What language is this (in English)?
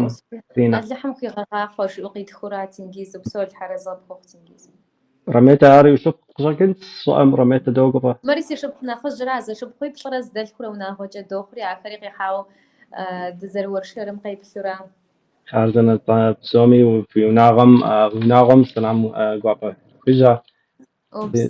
Kabardian